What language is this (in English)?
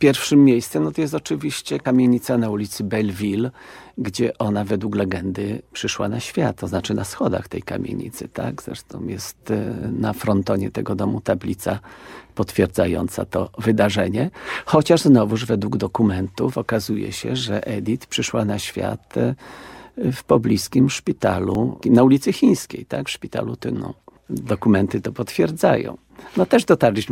Polish